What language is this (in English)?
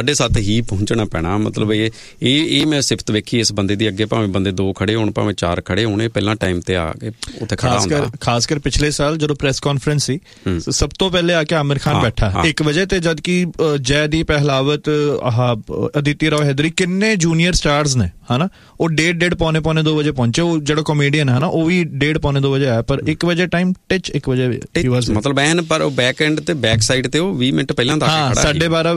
Punjabi